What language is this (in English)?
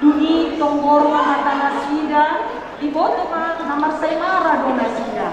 Batak Toba